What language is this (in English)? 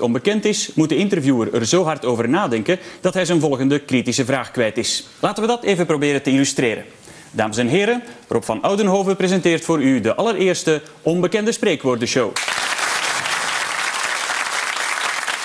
Dutch